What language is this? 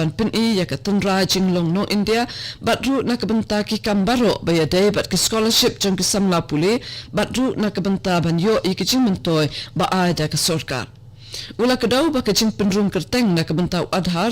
Khasi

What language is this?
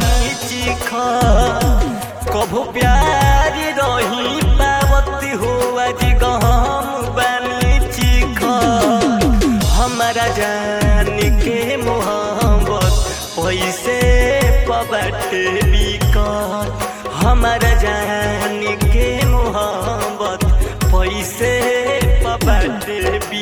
Bhojpuri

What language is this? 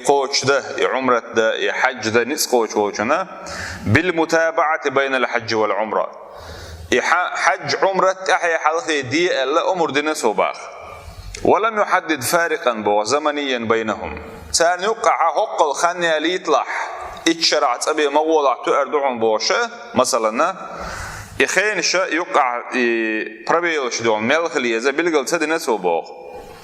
Chechen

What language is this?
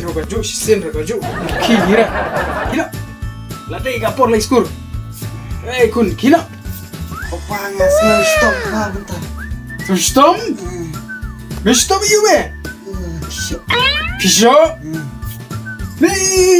Khasi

